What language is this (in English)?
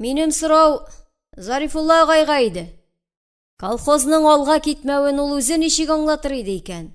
Tatar